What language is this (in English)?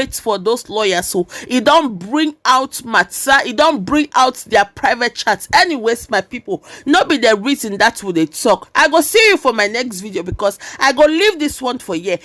Nigerian Pidgin